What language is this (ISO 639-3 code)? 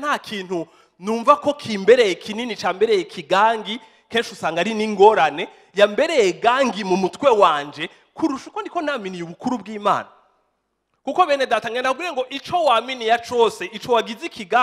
run